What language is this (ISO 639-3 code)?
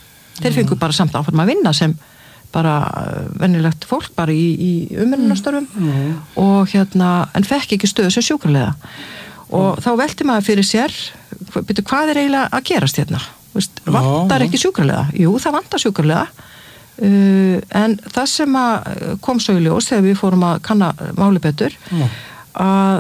isl